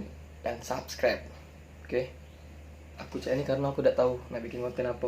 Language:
Musi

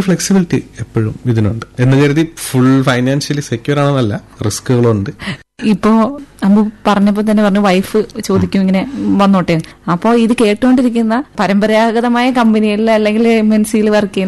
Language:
Malayalam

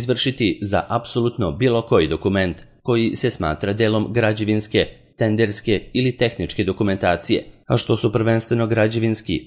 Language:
Serbian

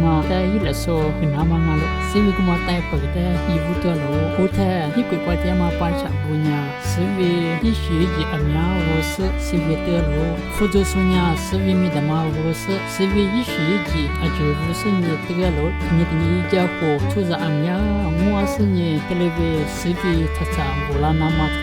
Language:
Lisu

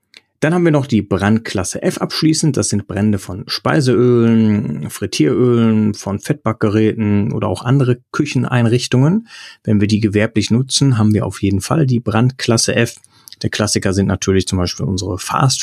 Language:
German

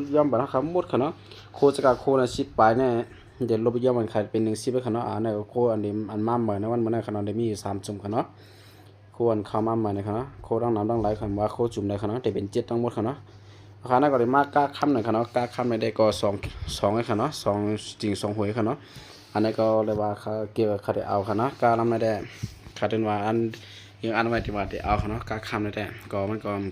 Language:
Shan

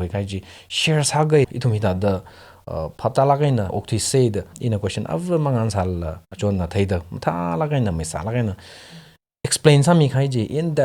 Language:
Tangkhul Naga (India)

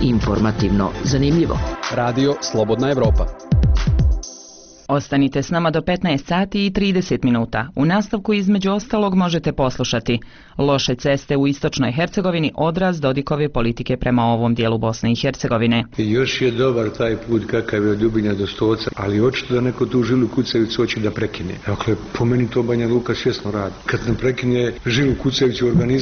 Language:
Bosnian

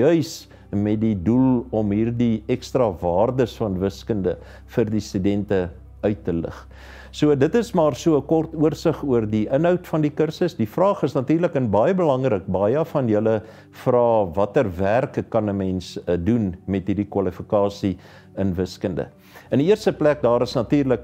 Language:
Afrikaans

